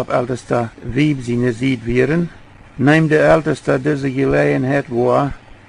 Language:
Plautdietsch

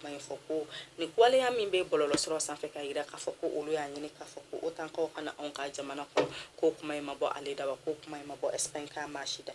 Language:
Bambara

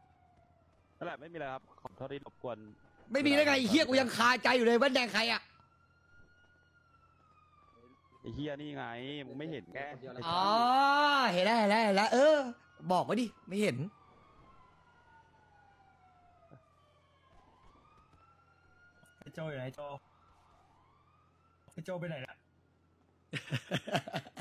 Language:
Thai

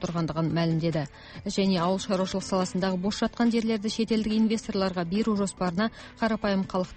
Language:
Kazakh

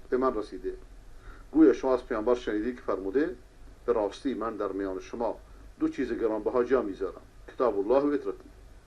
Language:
Persian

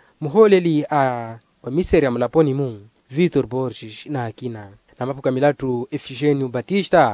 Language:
Makhuwa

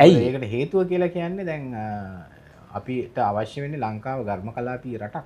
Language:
Sinhala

